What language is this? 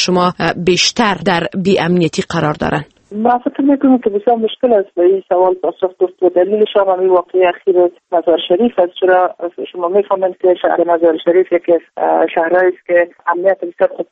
Persian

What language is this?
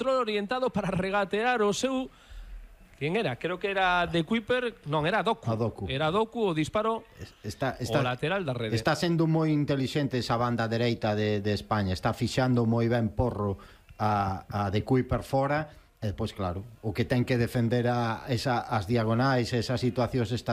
Galician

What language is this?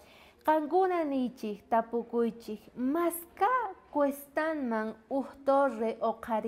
South Bolivian Quechua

